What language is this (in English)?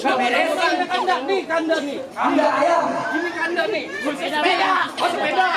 Betawi